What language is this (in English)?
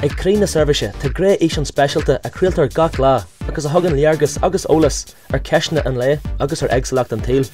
Irish